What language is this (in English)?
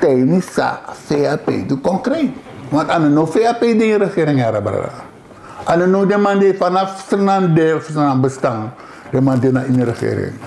Sranan Tongo